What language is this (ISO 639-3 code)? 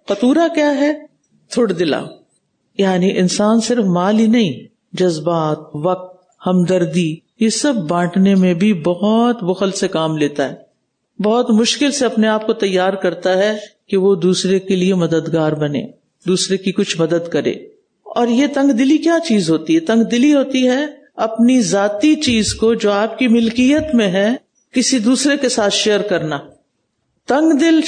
urd